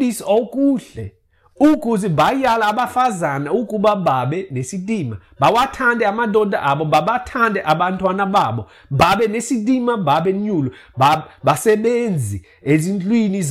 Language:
Xhosa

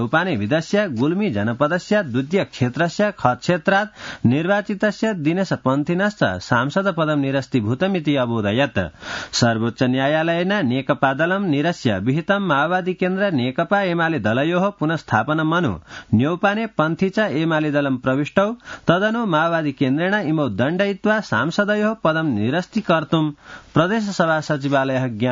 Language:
Sanskrit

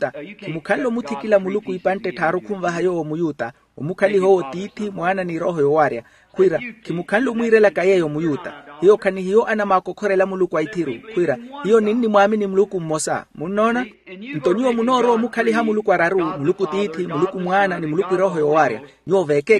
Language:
Makhuwa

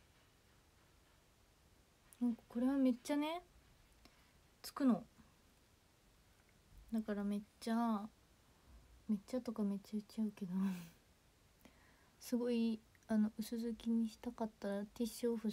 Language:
Japanese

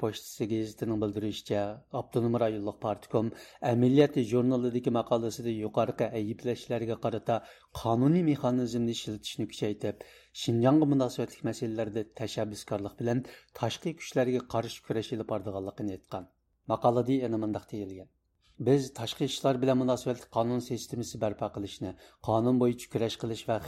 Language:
Uyghur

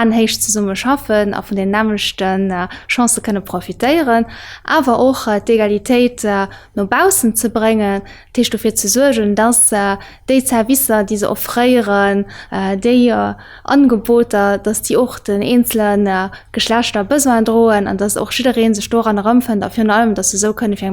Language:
Luxembourgish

